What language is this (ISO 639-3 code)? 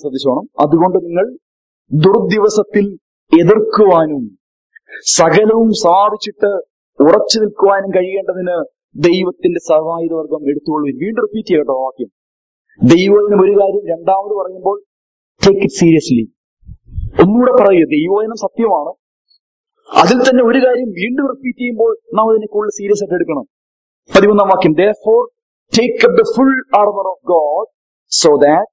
mal